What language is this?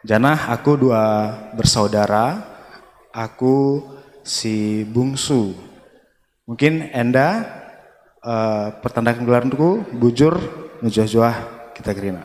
Batak Karo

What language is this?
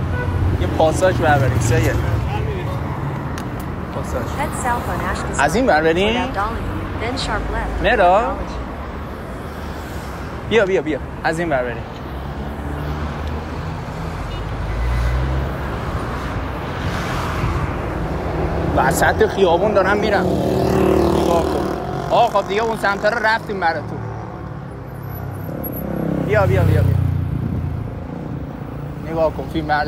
Persian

